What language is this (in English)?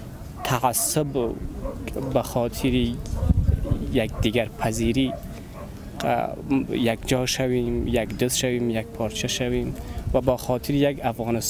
Persian